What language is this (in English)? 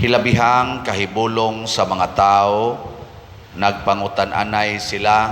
Cebuano